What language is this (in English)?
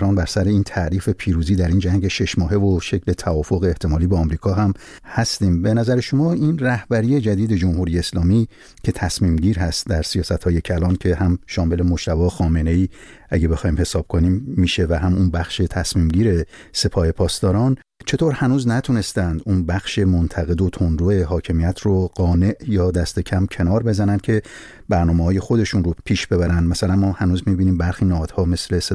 Persian